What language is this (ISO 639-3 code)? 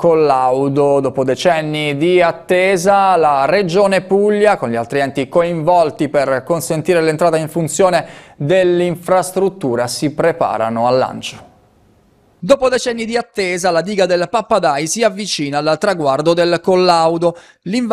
ita